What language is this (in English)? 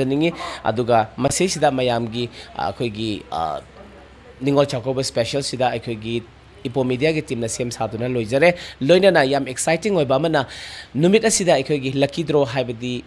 Manipuri